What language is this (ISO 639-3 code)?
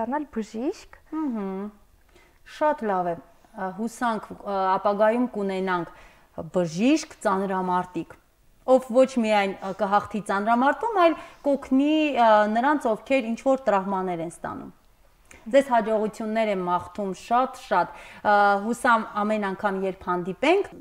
hye